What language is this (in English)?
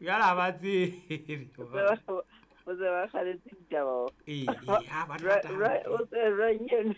Southern Sotho